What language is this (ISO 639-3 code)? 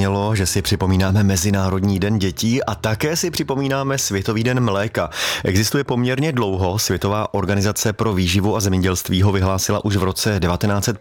ces